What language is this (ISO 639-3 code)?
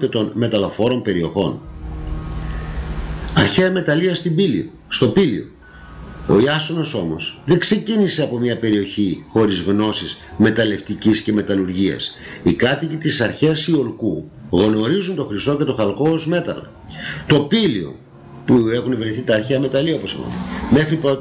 ell